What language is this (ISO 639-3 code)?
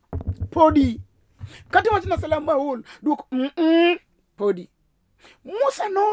luo